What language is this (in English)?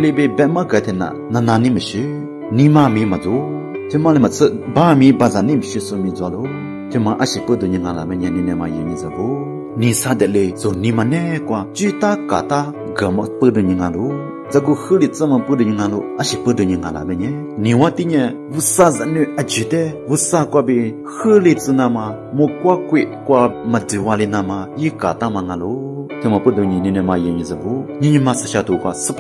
Lisu